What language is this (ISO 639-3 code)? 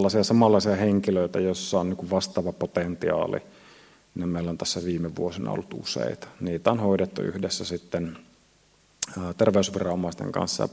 fin